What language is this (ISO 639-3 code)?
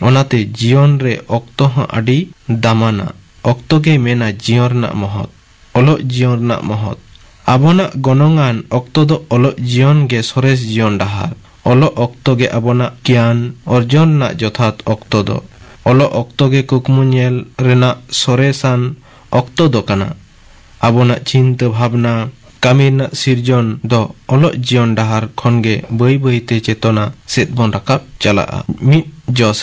sat